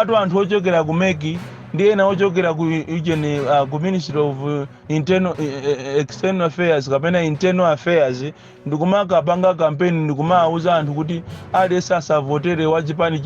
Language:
Nyanja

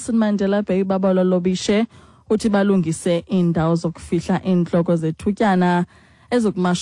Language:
Xhosa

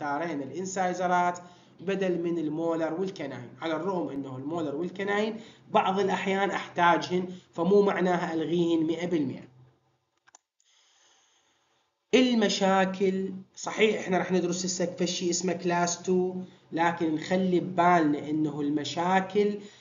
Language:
Mesopotamian Arabic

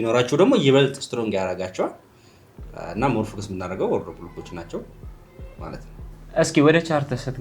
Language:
Amharic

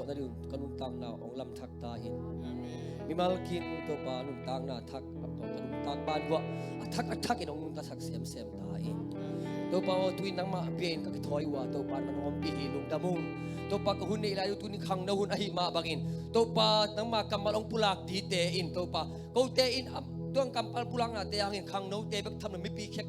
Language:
Tedim Chin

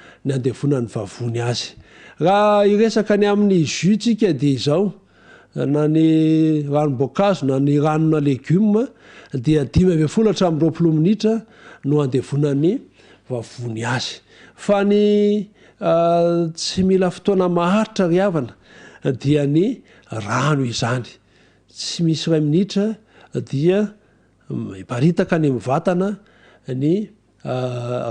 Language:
Malagasy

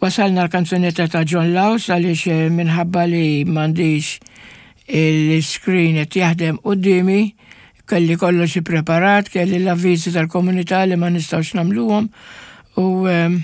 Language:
Maltese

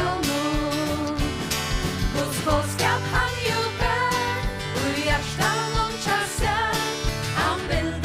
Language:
Faroese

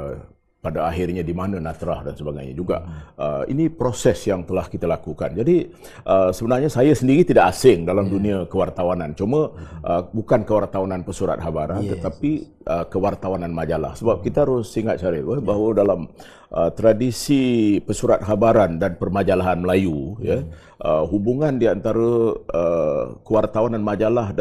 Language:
Malay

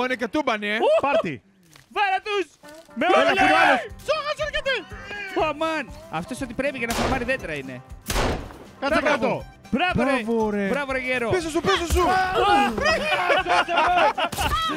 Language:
Greek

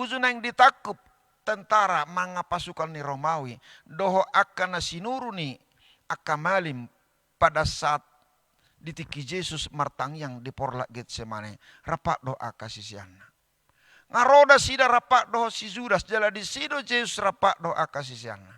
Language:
Batak Toba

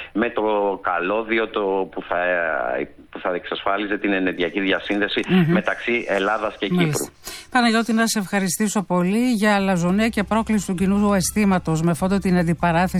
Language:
Greek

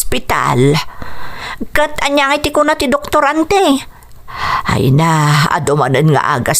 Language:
Iloko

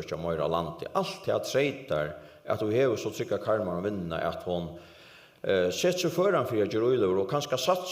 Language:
Faroese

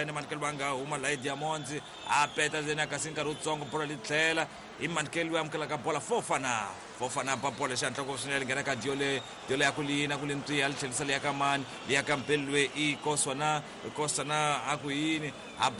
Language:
Tsonga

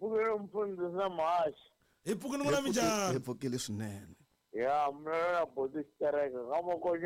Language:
Tsonga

